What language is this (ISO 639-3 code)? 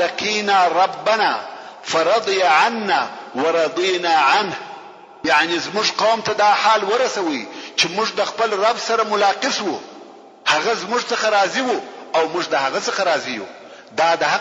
pus